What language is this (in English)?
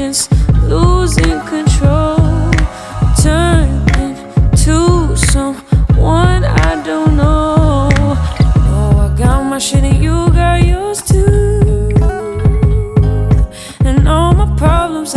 English